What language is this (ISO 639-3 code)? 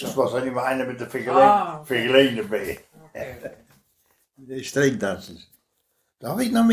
wep